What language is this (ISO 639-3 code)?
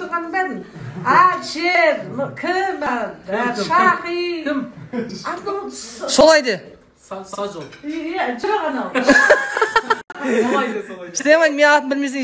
kaz